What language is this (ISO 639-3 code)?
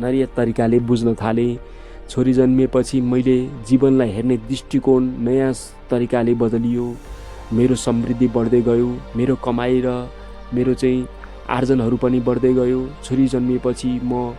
nep